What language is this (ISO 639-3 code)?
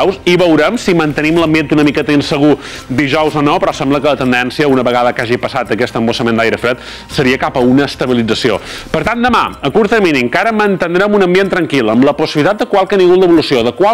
cat